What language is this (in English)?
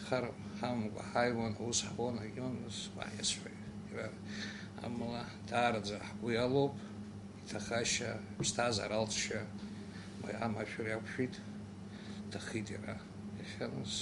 Abkhazian